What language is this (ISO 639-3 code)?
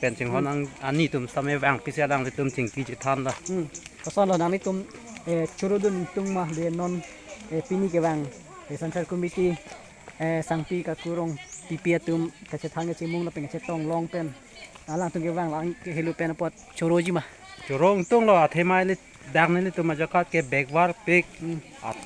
mjw